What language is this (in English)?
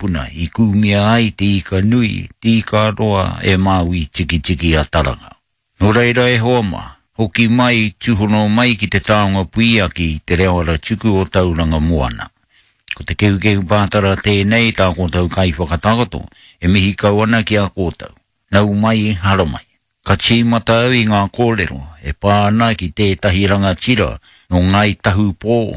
Māori